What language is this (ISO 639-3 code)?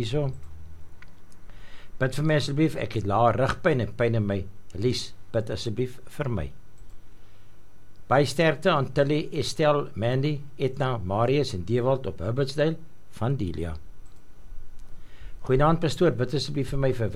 afr